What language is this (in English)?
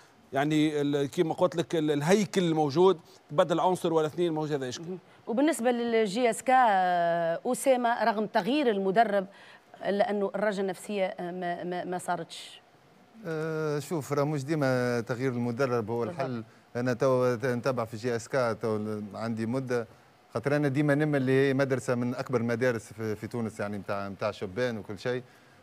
Tunisian Arabic